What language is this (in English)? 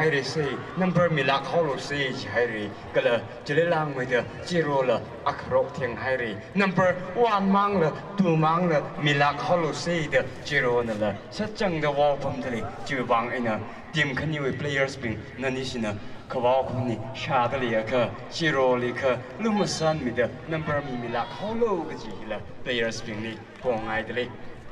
Tangkhul Naga (India)